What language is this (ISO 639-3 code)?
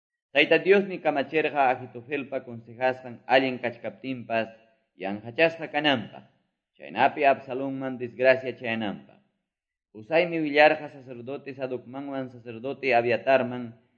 que